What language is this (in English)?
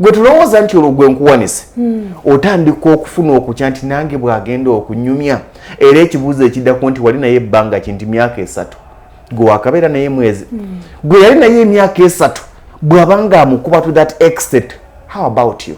Ganda